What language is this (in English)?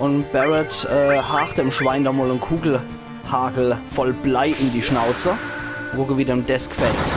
Palatine German